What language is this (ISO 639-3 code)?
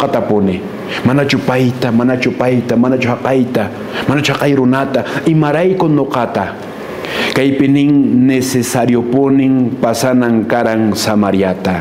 que